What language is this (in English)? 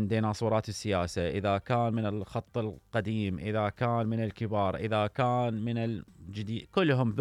Mesopotamian Arabic